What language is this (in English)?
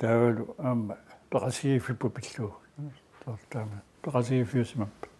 Kalaallisut